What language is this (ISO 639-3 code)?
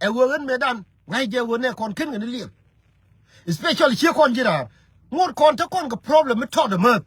nus